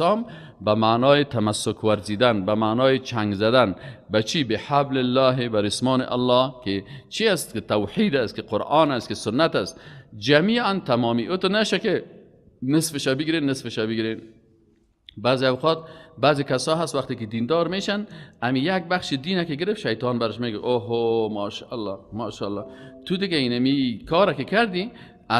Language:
Persian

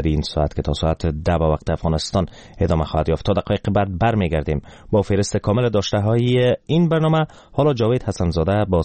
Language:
Persian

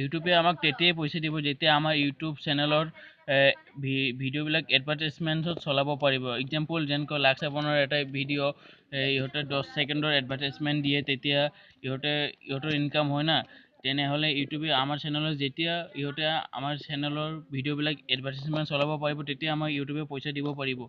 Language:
Assamese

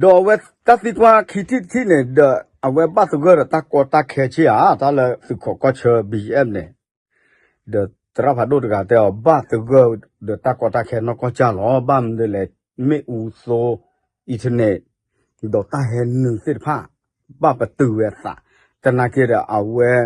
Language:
S'gaw Karen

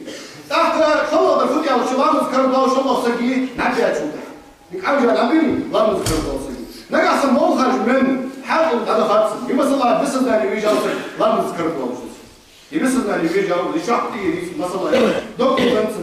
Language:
Ingush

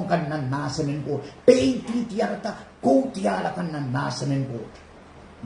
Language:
Pohnpeian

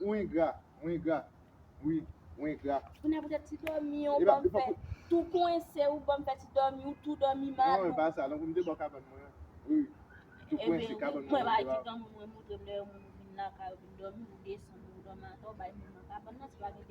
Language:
Haitian Creole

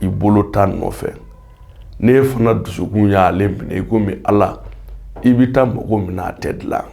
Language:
Bambara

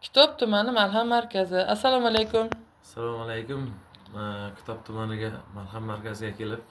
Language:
Uzbek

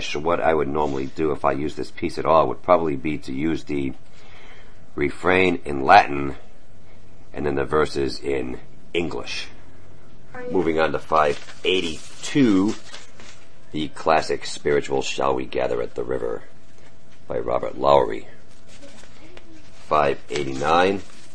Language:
English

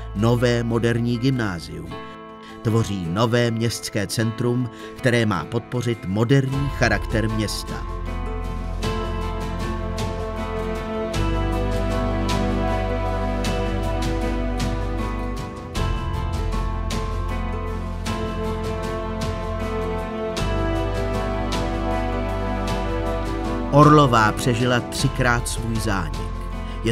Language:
Czech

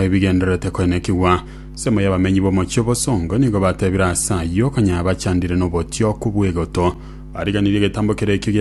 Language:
Gusii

